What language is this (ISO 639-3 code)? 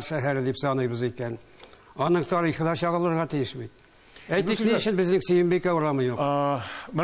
tat